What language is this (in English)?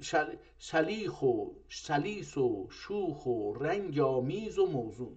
South Azerbaijani